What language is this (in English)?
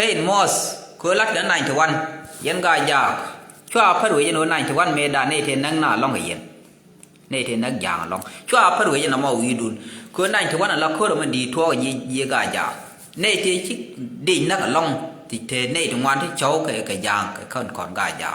Nuer